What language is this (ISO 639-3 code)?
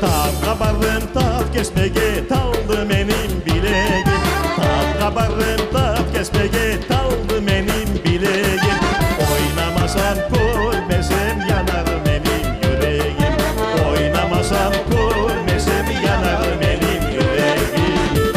crh